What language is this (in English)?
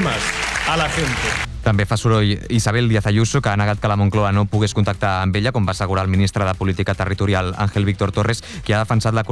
Catalan